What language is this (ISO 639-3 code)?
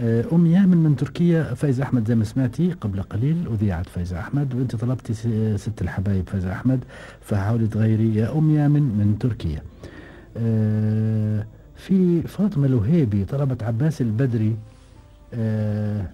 afb